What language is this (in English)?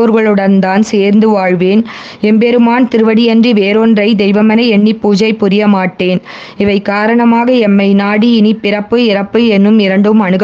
Tamil